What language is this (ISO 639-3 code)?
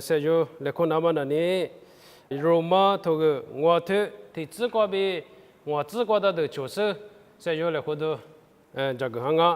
lis